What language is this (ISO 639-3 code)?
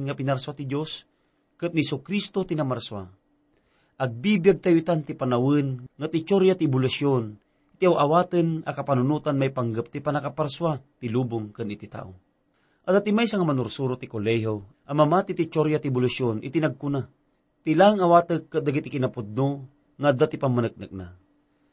ilo